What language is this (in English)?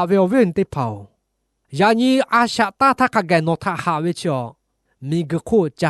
Lahu